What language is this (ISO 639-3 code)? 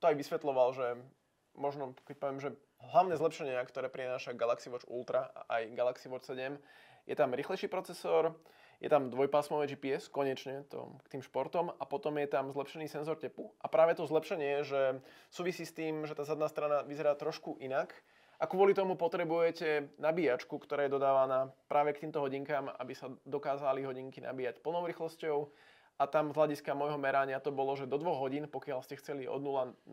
slk